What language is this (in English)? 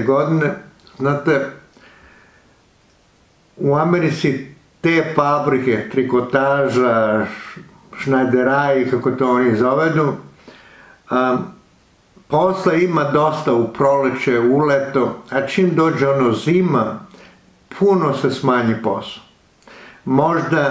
Serbian